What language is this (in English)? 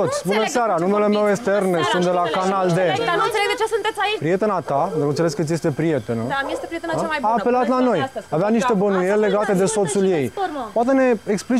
Romanian